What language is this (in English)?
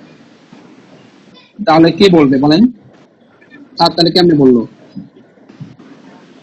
Bangla